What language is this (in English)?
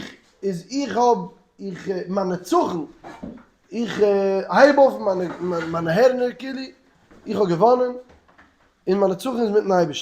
Yiddish